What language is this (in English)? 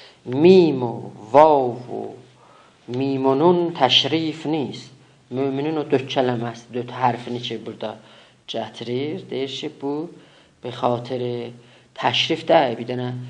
South Azerbaijani